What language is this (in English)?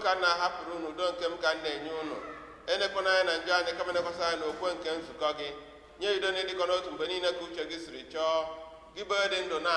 Igbo